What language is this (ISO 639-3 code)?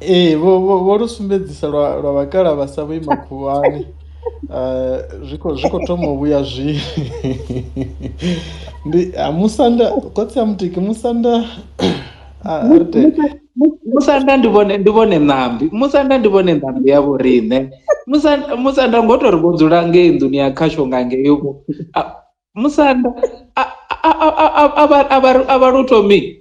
ven